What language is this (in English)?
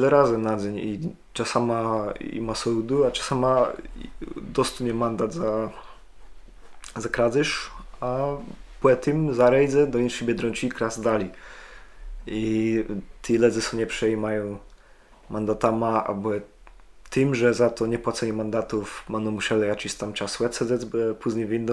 Kashubian